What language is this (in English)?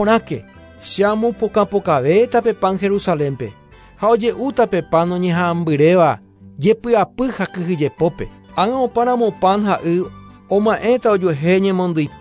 Guarani